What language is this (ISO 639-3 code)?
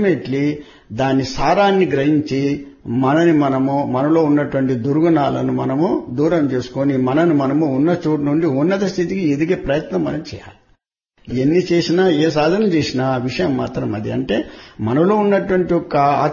tel